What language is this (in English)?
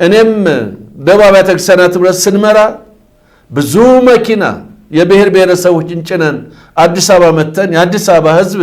Amharic